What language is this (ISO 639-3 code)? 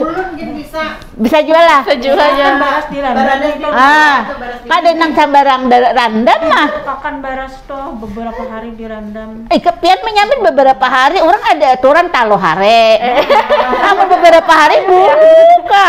bjn